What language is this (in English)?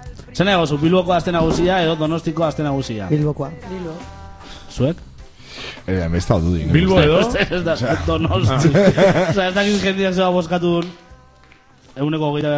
Basque